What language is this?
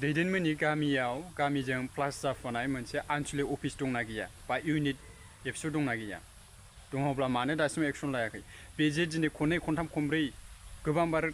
Bodo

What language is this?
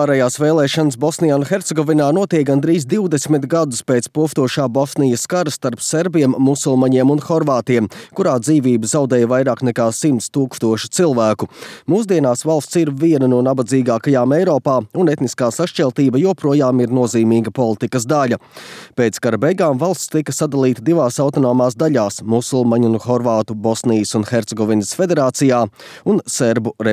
Latvian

